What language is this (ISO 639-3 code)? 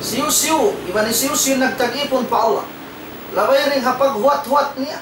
tsg